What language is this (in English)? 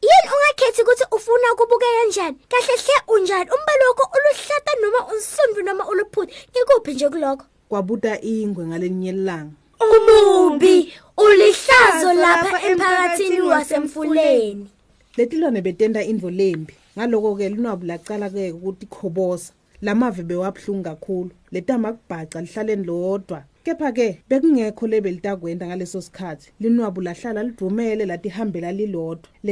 Swati